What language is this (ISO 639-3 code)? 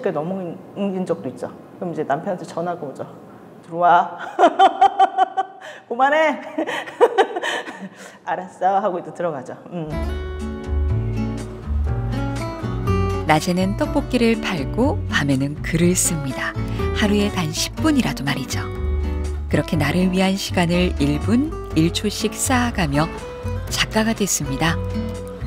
kor